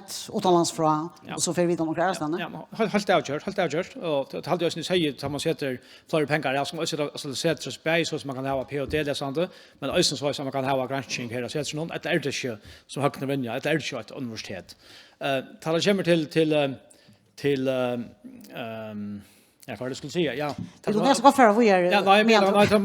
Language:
Faroese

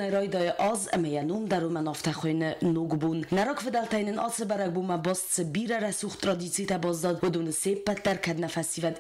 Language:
Ossetic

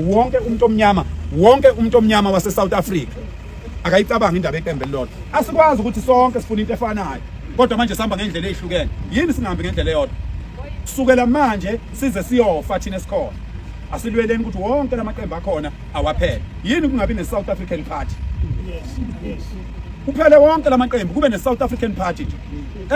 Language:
Zulu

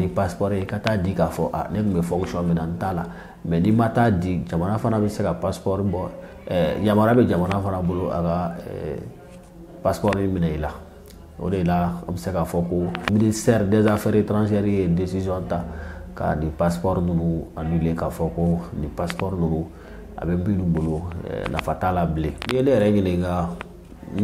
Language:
Bambara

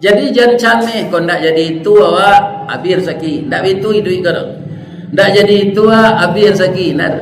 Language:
Minangkabau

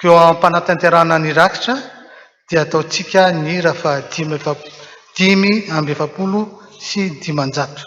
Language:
Malagasy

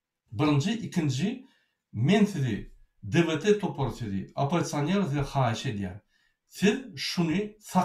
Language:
Turkmen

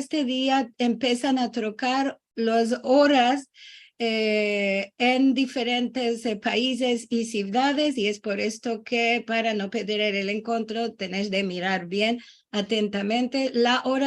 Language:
Ladino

